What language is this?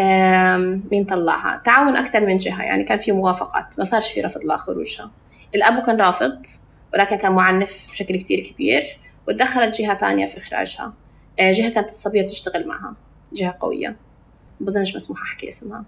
North Levantine Arabic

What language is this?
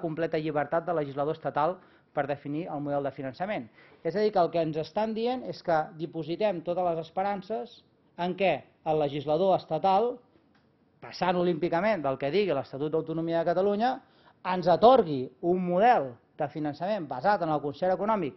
Catalan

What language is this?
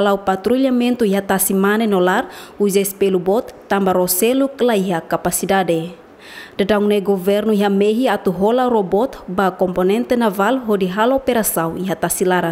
Tetum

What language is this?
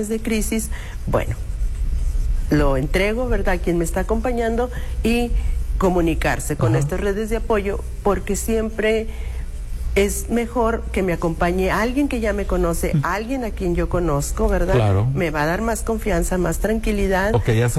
Spanish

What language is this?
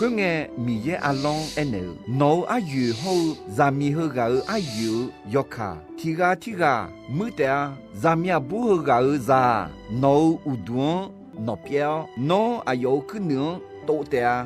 Akha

